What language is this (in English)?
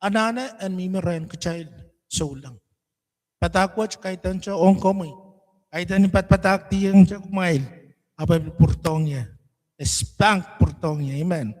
Pohnpeian